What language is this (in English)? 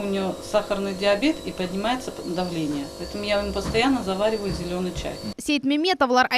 Crimean Tatar